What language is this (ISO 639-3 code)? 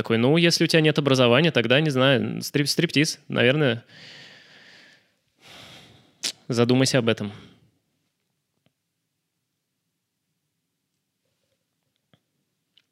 rus